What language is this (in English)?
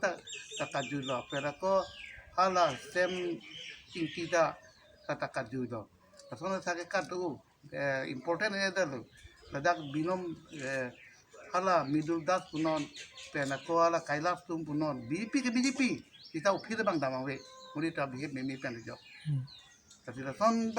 Karbi